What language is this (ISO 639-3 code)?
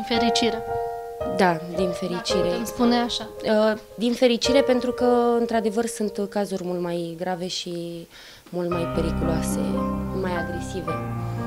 ron